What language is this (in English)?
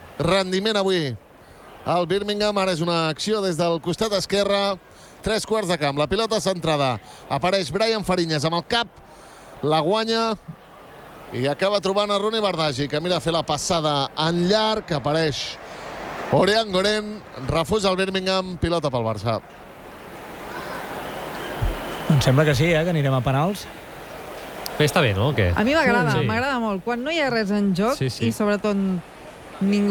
Catalan